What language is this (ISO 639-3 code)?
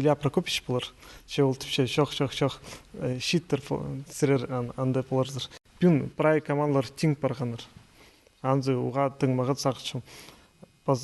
kjh